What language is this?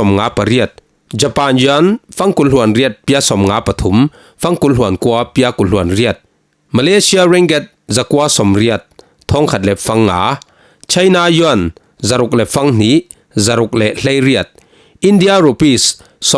Falam Chin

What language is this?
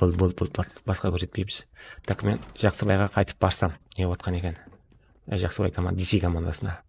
Kara-Kalpak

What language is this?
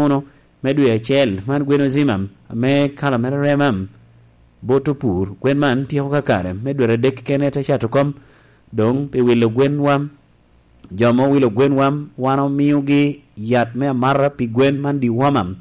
Lango (Uganda)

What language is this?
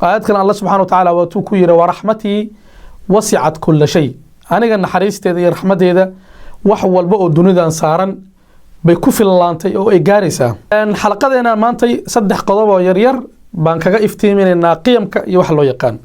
Somali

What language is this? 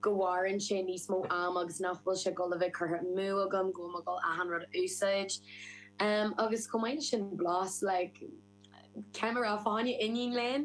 Irish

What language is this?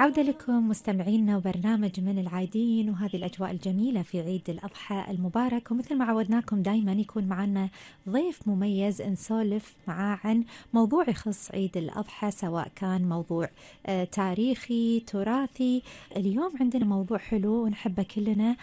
Gulf Arabic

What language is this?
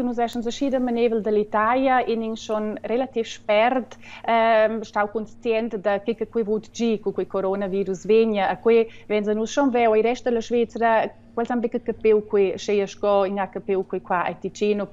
Romansh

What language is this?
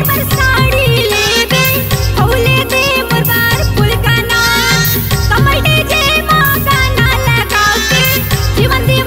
Chhattisgarhi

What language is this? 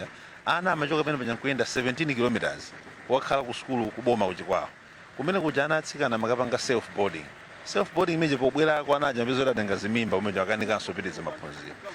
Nyanja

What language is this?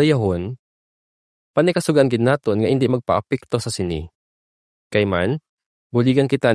Hiligaynon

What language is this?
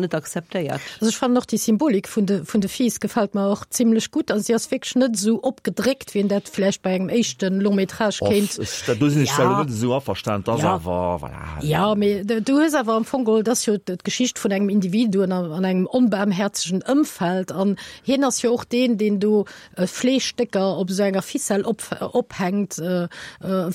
Luxembourgish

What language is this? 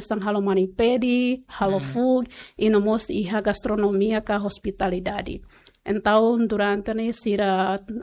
Tetum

